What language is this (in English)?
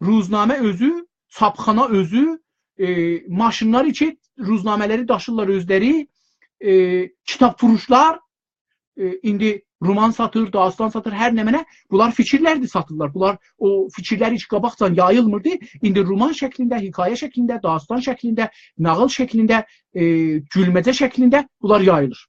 South Azerbaijani